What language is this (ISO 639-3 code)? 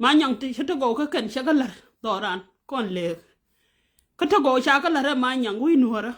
nus